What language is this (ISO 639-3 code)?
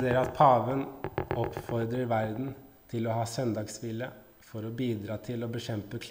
nor